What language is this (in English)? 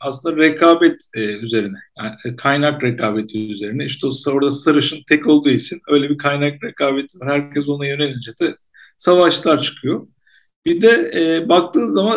Turkish